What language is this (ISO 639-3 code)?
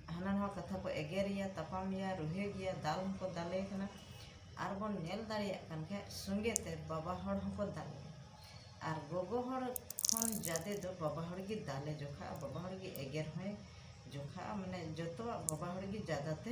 sat